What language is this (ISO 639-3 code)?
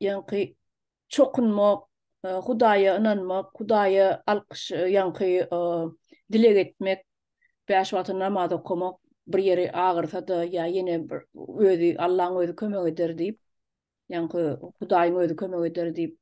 tuk